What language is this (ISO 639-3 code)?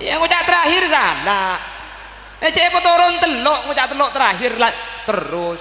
mad